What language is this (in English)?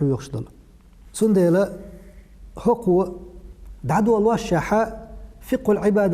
Chechen